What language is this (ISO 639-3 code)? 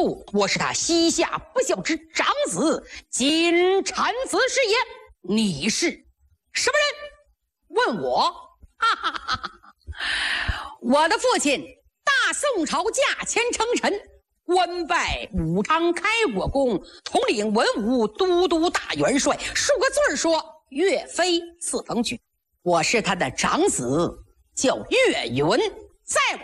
zho